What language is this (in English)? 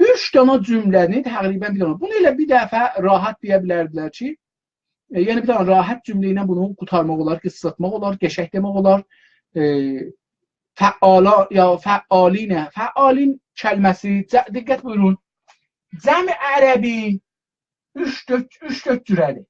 South Azerbaijani